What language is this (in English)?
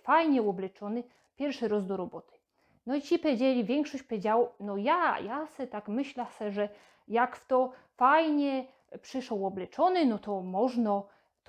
Silesian